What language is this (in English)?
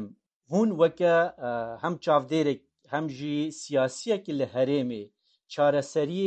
Kurdish